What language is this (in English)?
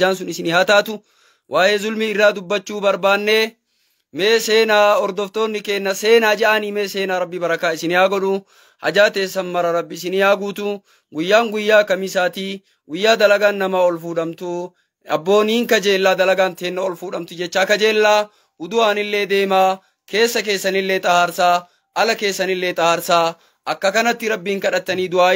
Oromo